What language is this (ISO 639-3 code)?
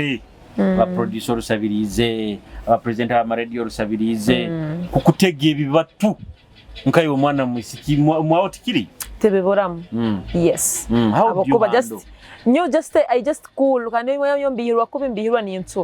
nyo